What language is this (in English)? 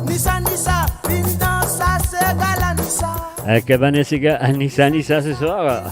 Morisyen